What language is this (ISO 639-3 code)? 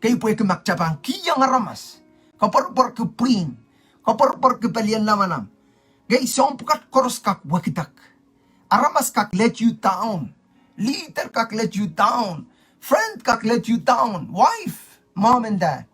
pon